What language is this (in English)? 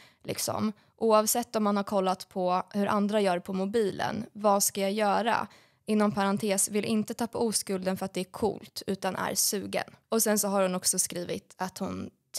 Swedish